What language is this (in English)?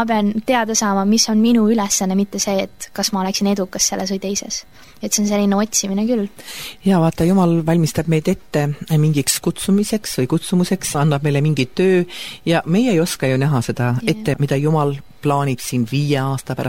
Estonian